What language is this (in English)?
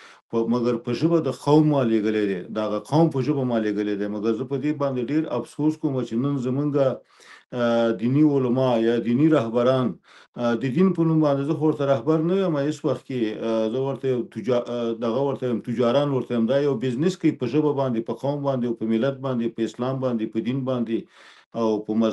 Pashto